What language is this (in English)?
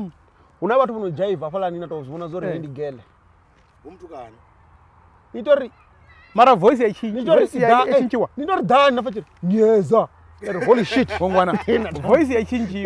Venda